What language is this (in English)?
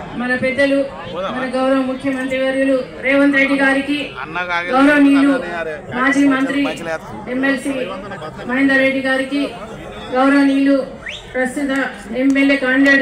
Telugu